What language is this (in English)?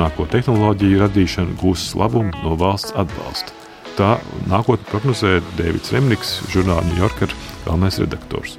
Latvian